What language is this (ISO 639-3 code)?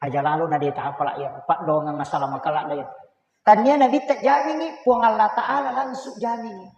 bug